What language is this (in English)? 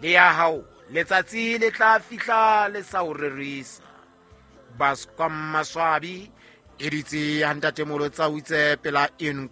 Southern Sotho